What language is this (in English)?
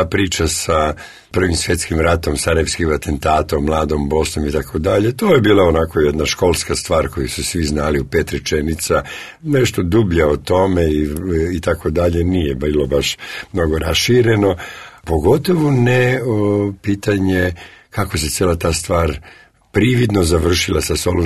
Serbian